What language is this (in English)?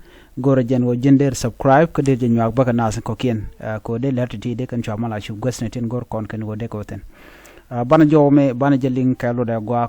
Nuer